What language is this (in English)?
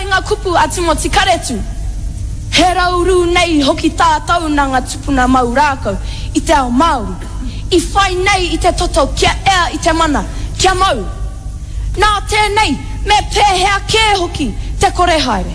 Māori